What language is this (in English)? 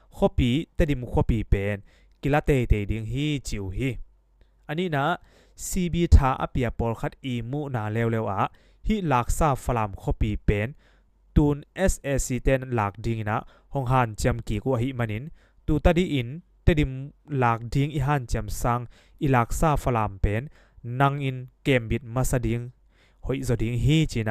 Tedim Chin